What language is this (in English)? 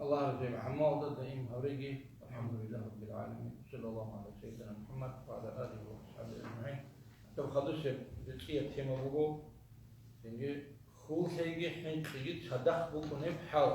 Avaric